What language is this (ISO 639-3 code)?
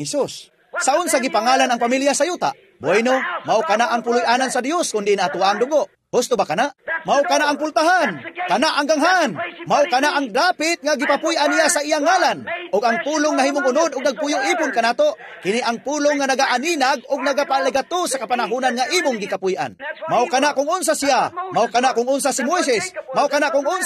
ceb